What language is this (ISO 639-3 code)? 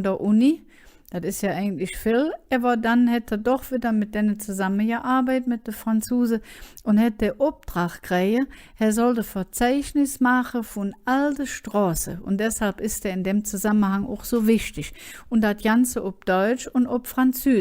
ksh